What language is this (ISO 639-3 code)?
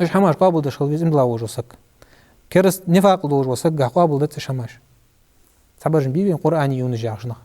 inh